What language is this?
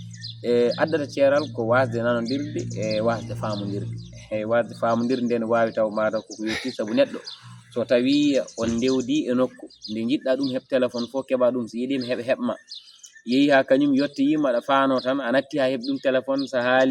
Fula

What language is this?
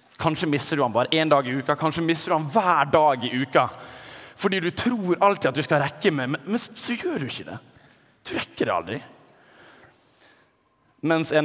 Norwegian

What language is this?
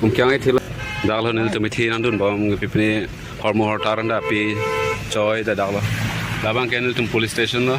Karbi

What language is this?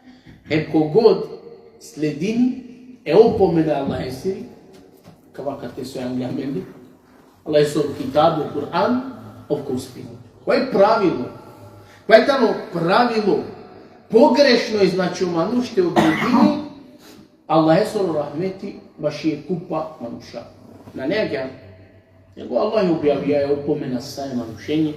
Balkan Romani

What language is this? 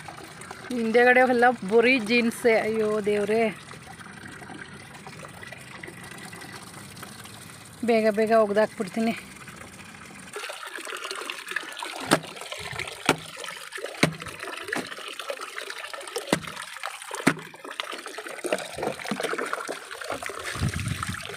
Kannada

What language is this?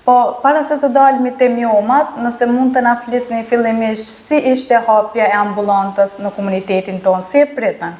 Albanian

